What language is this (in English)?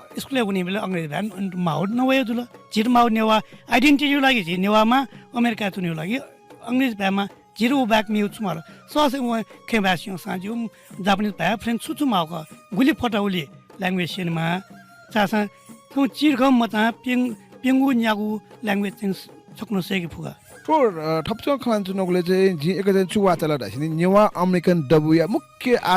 Newari